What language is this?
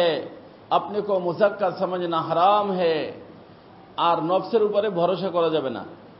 Bangla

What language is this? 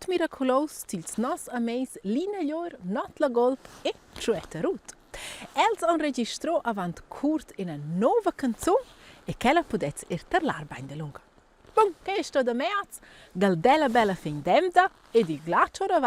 Romansh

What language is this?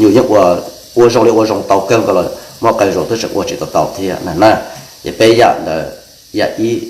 Hmong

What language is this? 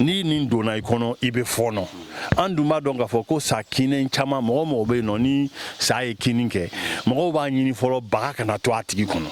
Bambara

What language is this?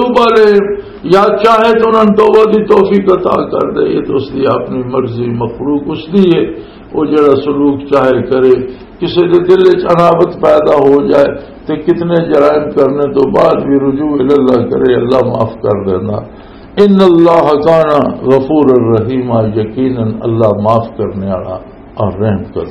Western Panjabi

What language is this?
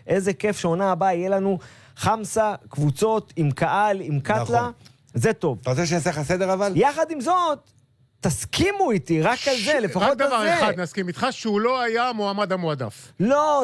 Hebrew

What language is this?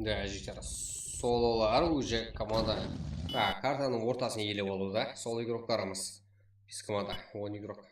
Kara-Kalpak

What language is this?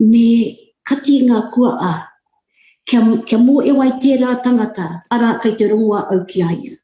Māori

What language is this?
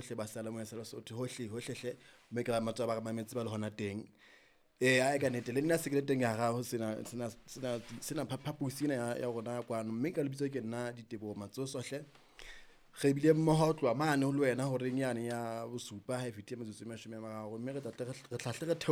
Southern Sotho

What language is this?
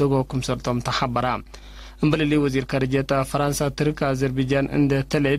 Tigre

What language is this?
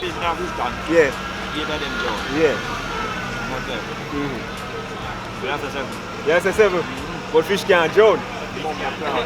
Jamaican Creole English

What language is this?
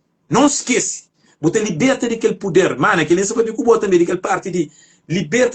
Kabuverdianu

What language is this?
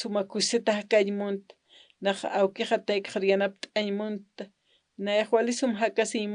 Aymara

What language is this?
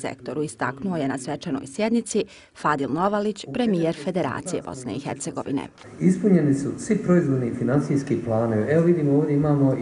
Bosnian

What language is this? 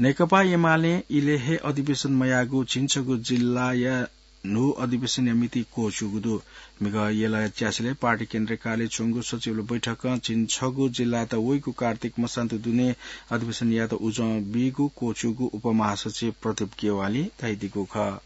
Newari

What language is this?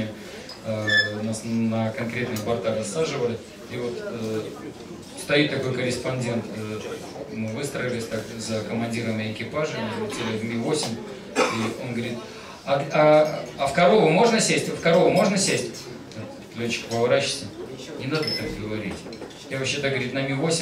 Russian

